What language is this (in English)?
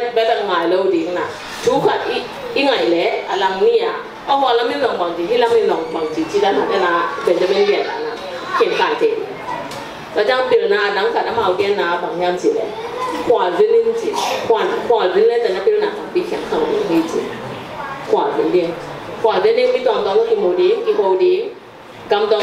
Tedim Chin